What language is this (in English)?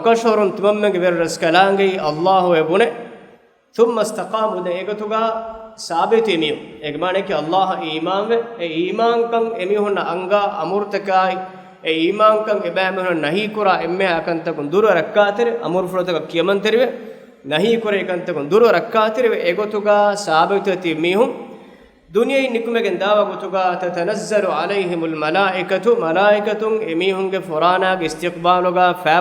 Divehi